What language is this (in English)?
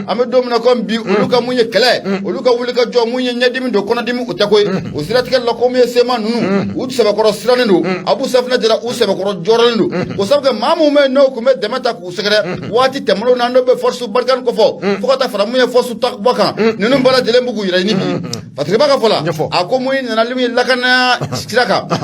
Bambara